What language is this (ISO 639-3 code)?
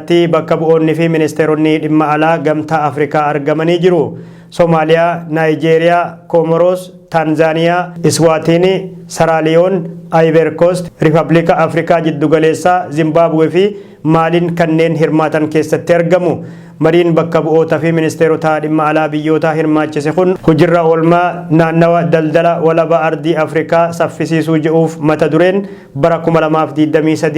orm